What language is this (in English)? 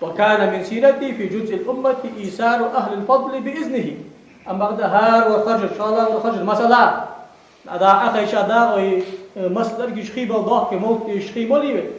Ingush